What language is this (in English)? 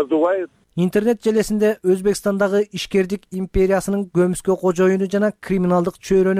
Kyrgyz